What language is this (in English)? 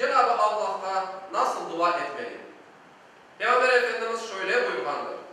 Crimean Tatar